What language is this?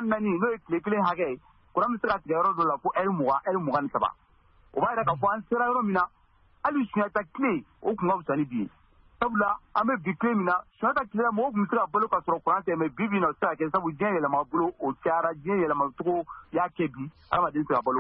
Bambara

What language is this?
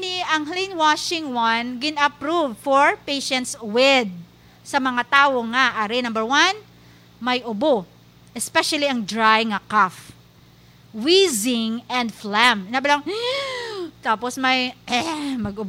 Hiligaynon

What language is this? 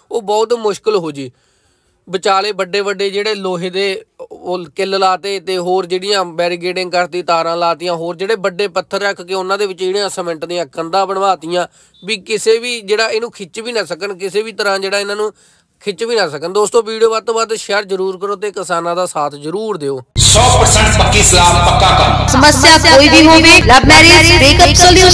Punjabi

